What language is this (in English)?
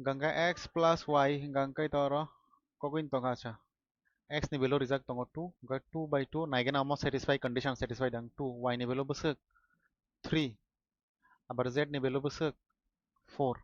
Kok Borok